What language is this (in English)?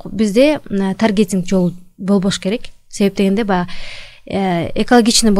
Kyrgyz